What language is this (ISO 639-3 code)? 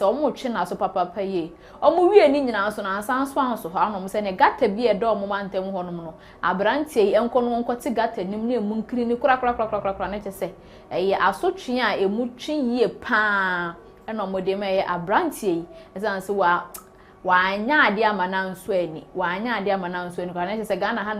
aka